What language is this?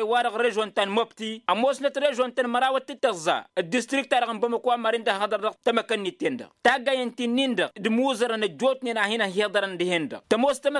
Tamasheq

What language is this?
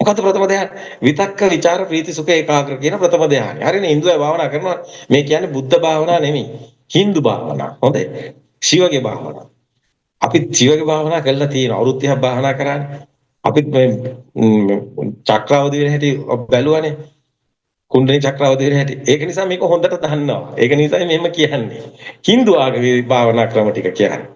Sinhala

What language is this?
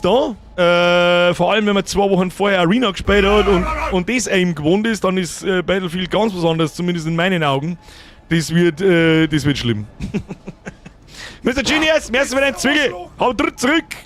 Bavarian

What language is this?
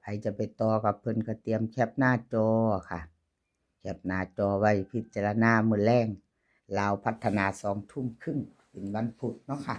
Lao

